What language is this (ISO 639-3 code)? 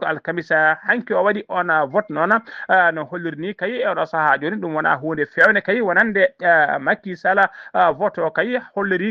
ful